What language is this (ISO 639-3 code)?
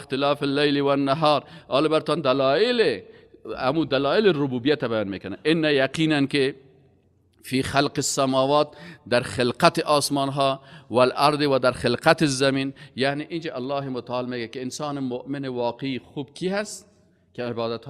fas